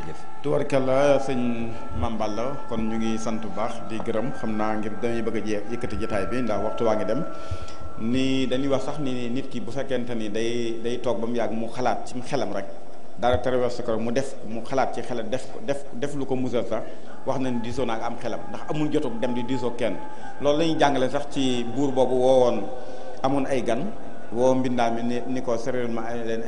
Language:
Wolof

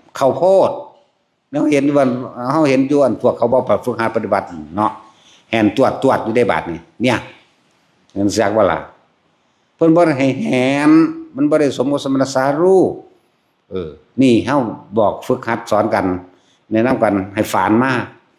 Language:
Northeastern Thai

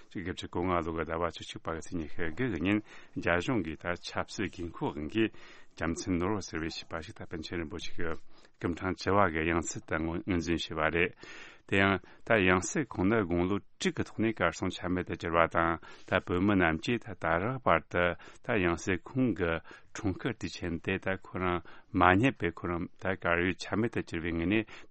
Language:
Tibetan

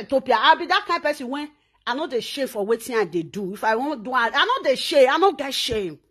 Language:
Nigerian Pidgin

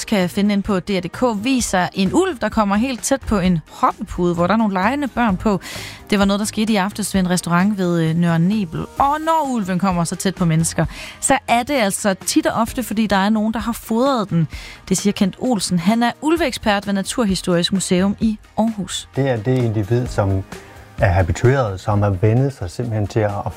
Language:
Danish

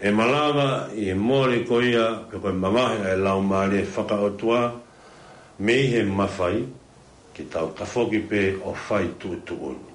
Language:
Tongan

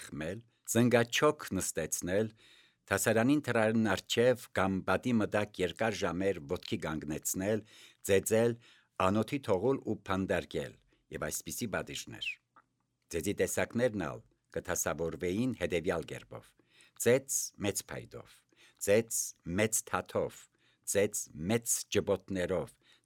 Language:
Armenian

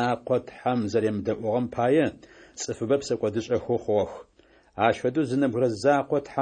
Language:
Adyghe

